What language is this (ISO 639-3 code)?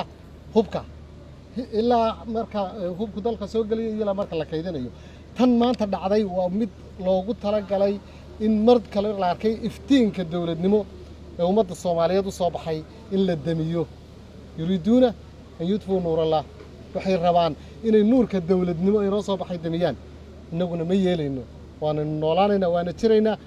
som